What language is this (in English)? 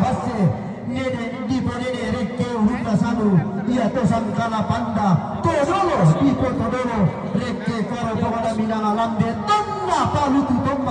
Toraja-Sa'dan